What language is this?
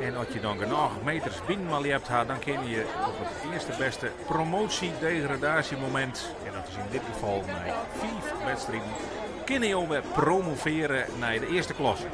Western Frisian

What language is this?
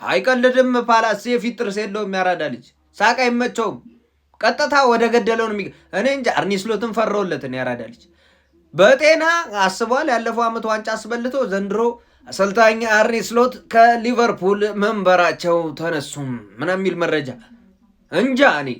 Amharic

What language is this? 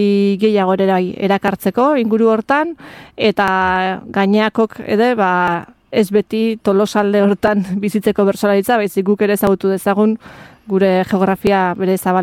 Basque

